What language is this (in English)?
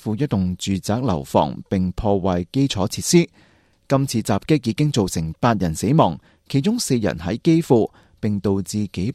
Cantonese